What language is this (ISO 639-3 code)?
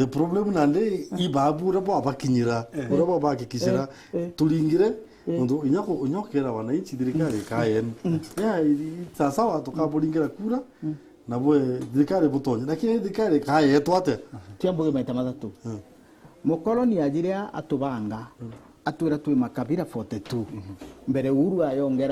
mer